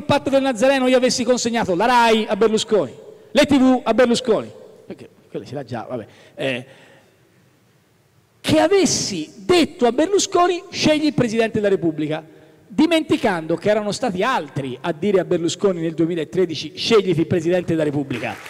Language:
Italian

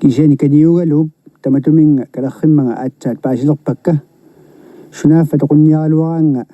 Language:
Kalaallisut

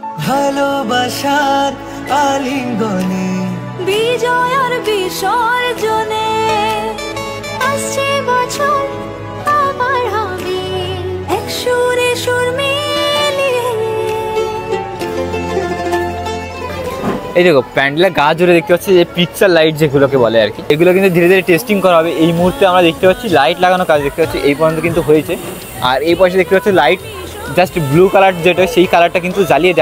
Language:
Bangla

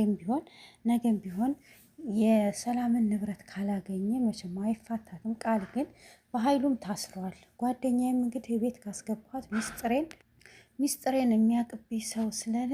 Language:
Amharic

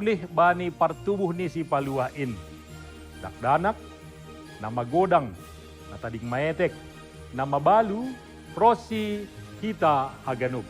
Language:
Batak Simalungun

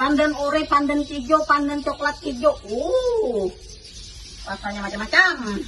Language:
Banjar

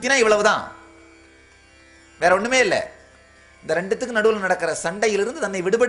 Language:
Tamil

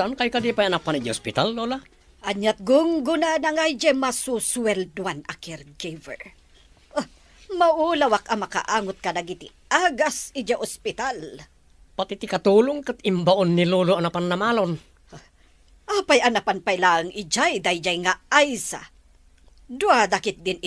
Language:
Iloko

